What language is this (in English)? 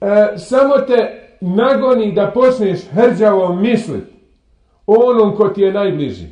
Bosnian